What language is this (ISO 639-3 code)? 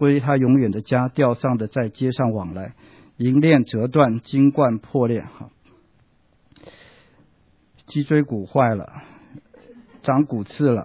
zho